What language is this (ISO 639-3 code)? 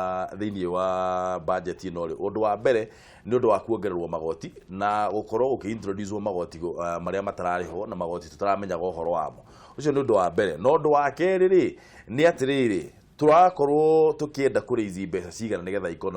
kik